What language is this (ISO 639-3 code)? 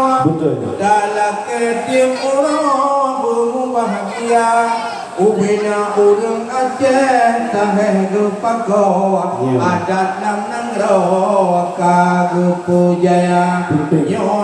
ace